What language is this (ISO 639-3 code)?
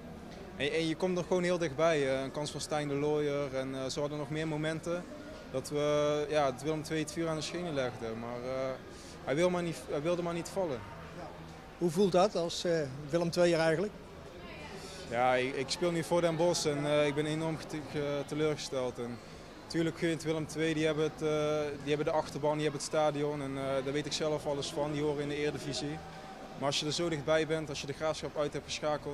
nld